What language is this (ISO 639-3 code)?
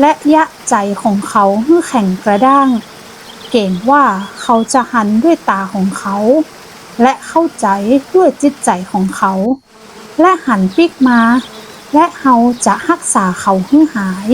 nod